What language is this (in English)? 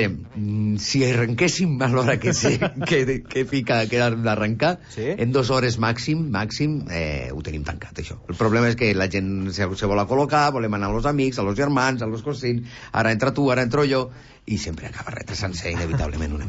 Catalan